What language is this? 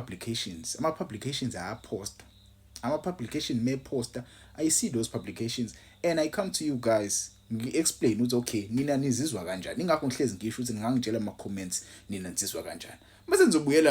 Zulu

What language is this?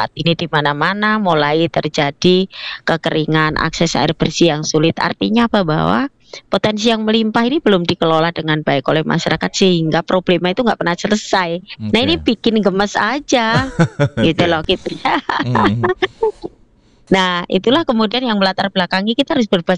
Indonesian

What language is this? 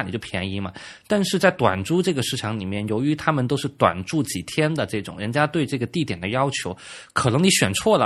Chinese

